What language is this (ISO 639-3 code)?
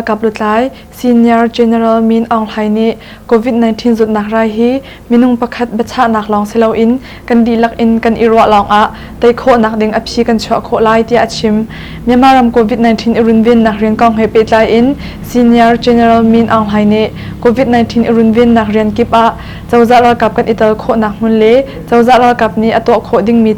cnh